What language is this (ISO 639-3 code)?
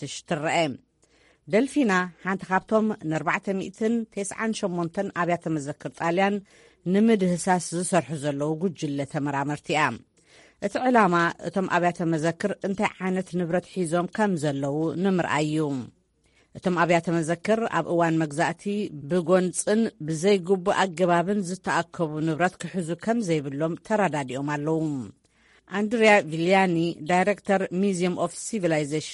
tir